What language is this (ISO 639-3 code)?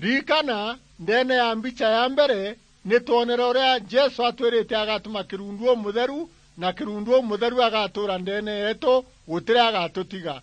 mer